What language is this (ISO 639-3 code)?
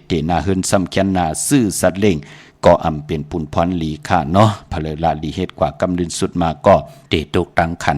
shn